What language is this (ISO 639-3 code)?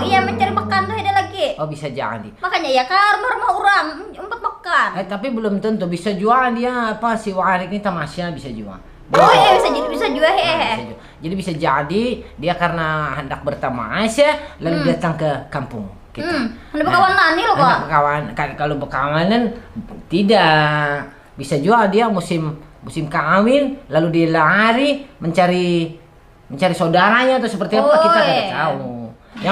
bjn